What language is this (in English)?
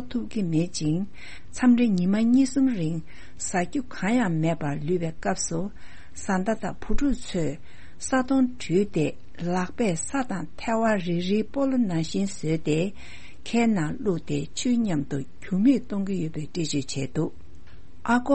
Tibetan